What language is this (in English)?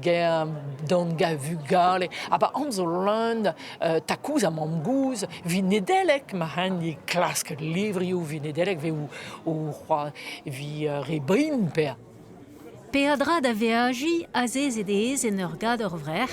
Breton